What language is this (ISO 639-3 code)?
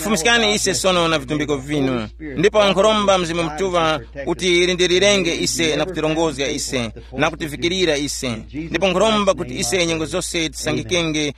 tum